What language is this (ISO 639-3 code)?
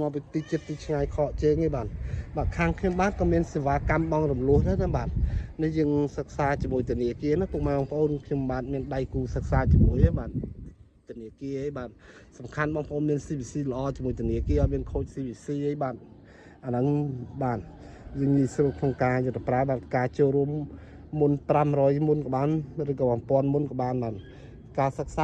khm